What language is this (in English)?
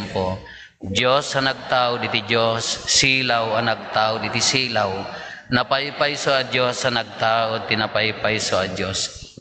Iloko